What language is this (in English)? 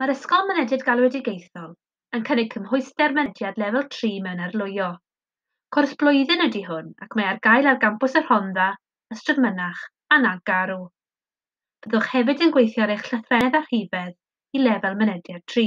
Welsh